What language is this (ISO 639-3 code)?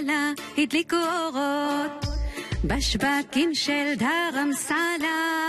heb